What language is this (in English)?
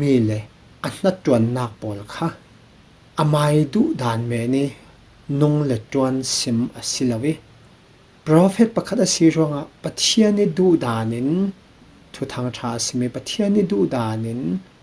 Falam Chin